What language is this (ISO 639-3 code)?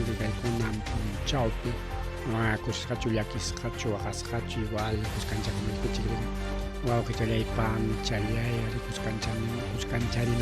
quy